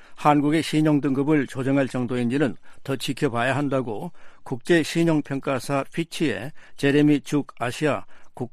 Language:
Korean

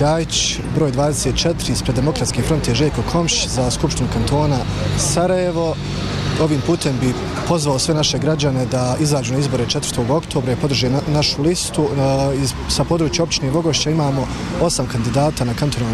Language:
Bosnian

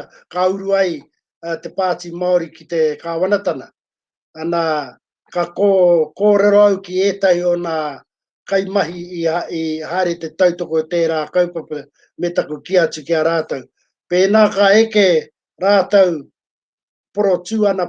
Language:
Māori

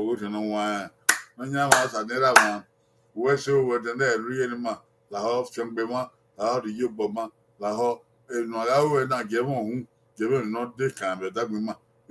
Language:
Bini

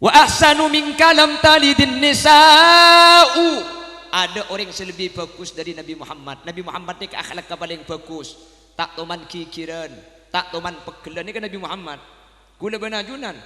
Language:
Madurese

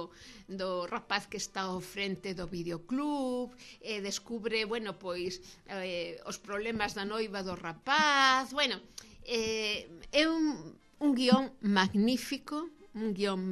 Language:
Galician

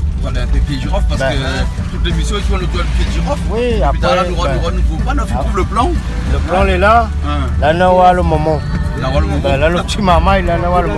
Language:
Réunion Creole French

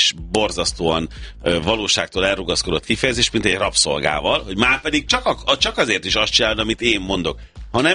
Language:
Hungarian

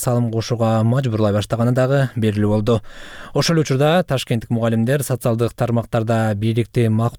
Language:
Kyrgyz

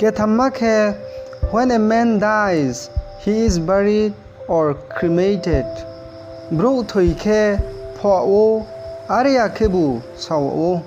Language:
Riang (India)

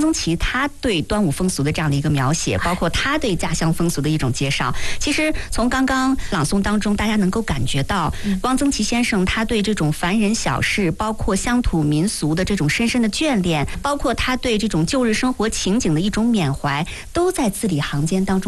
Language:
Chinese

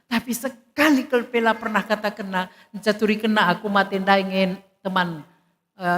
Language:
Batak Karo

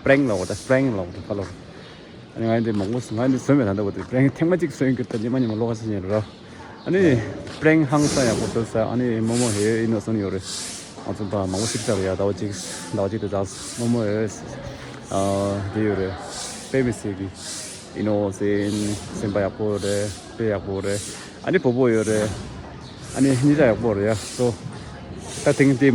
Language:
Tibetan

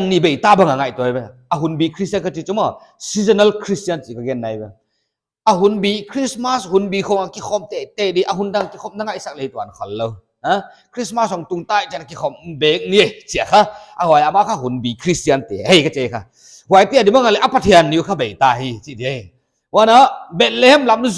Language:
Paite Chin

